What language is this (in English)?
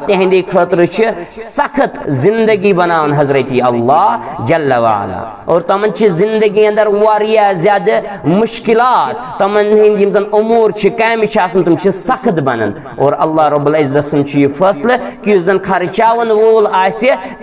Kashmiri